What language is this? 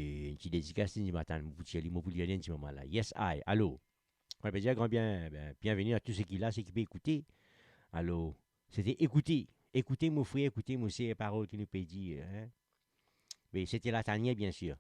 Morisyen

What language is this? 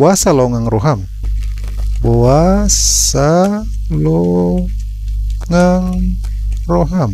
Batak Toba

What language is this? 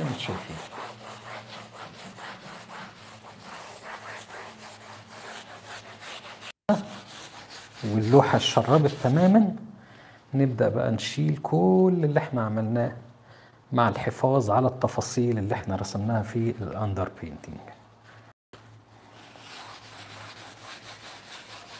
Egyptian Arabic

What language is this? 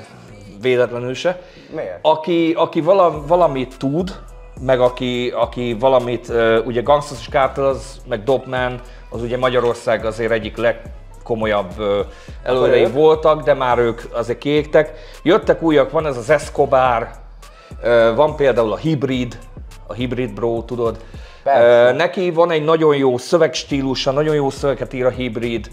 Hungarian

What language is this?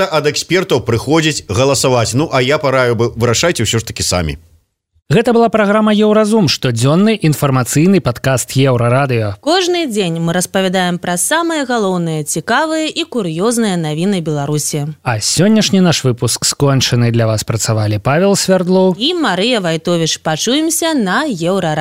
Belarusian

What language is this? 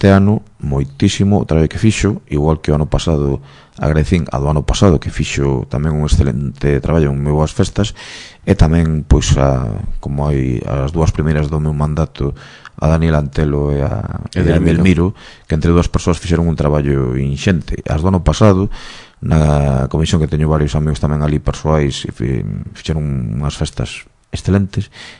Galician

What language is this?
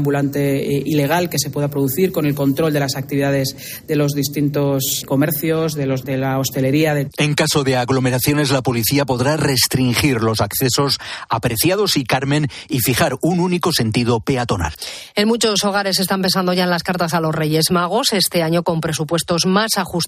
Spanish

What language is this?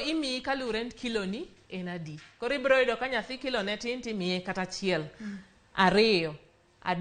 Luo (Kenya and Tanzania)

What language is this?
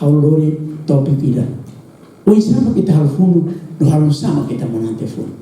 Tetum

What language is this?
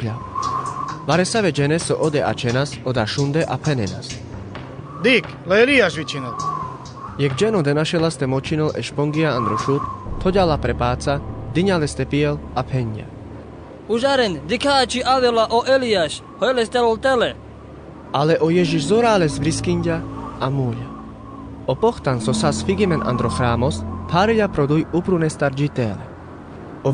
Carpathian Romani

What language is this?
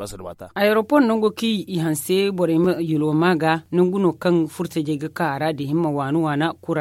Zarma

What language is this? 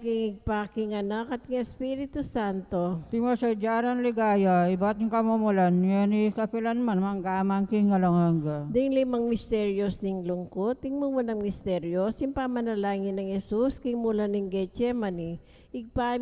Pampanga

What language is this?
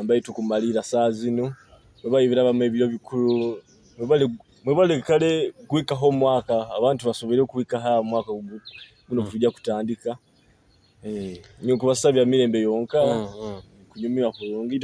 Nyoro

